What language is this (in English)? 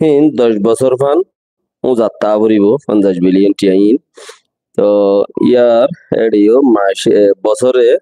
Rohingya